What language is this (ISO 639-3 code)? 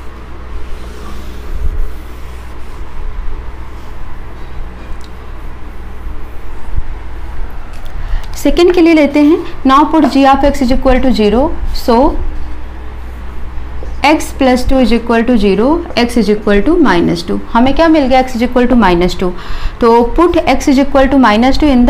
hin